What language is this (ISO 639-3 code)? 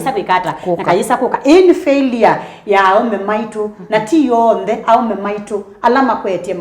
kam